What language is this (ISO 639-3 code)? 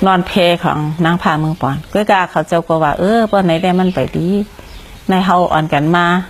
shn